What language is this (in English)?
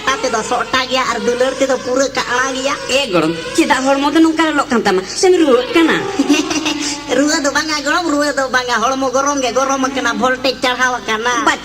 Santali